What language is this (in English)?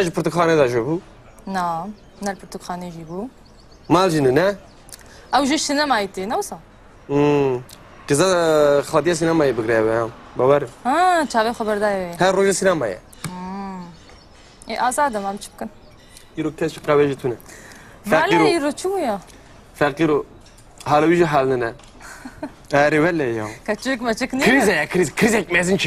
Kurdish